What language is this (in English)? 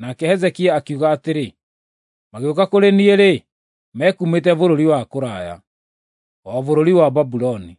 Kikuyu